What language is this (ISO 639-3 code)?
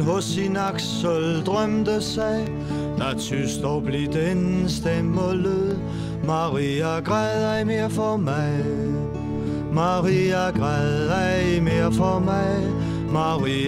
dan